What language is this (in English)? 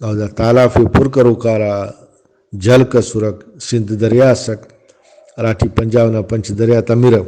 Brahui